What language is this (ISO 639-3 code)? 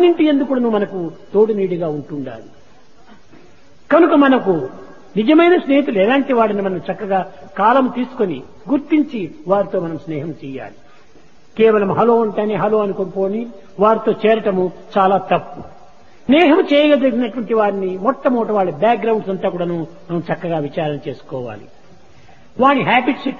tel